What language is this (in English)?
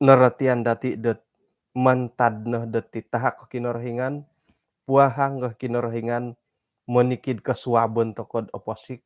Central Dusun